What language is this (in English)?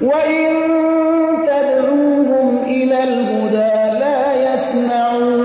Persian